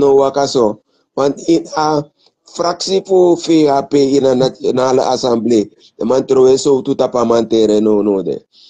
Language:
Sranan Tongo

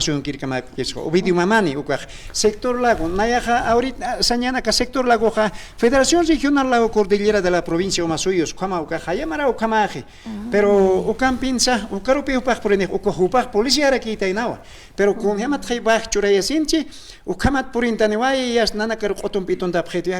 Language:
Aymara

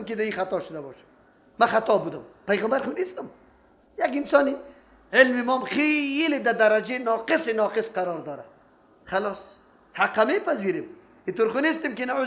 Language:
Persian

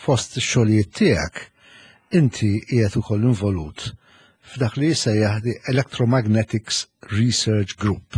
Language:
Maltese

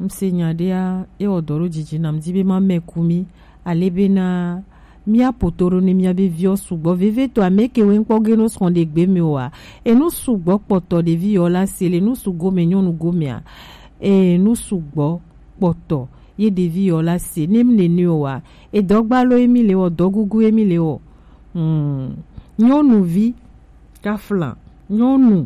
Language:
Gen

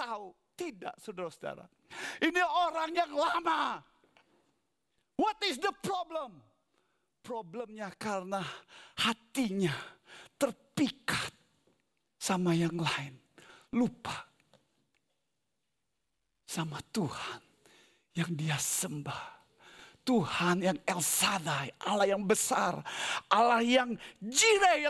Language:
Indonesian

